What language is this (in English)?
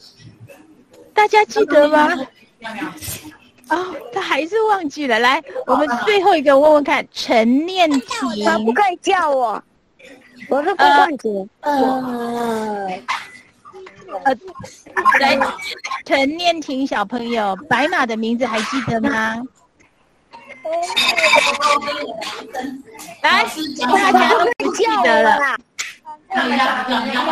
Chinese